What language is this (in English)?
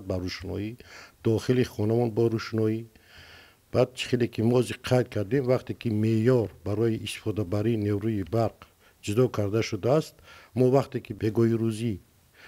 Tajik